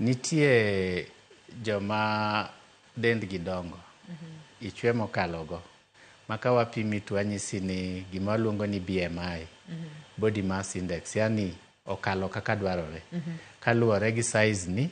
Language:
Luo (Kenya and Tanzania)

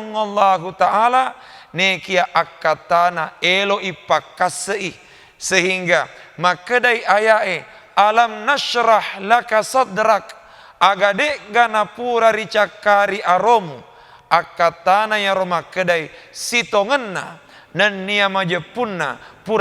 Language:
Buginese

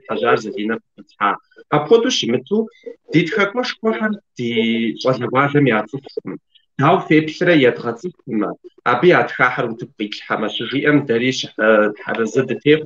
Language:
Kabardian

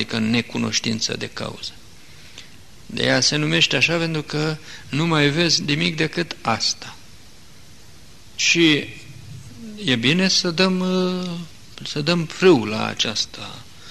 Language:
Romanian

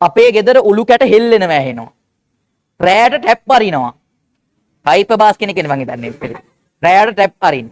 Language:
Sinhala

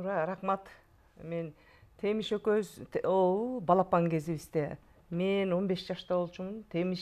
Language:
Kyrgyz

